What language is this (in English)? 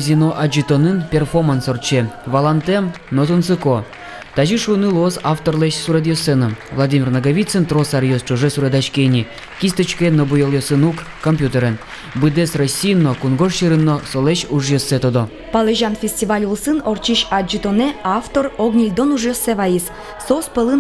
Udmurt